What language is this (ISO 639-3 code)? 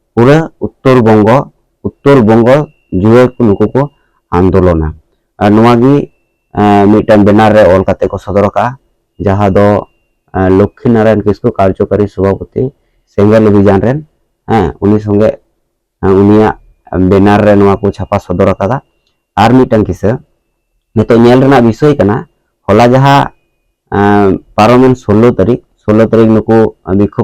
sat